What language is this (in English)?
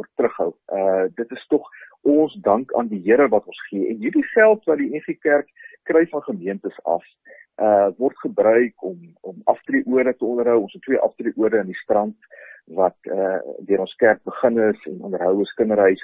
Afrikaans